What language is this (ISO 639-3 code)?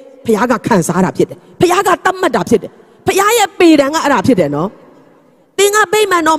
mya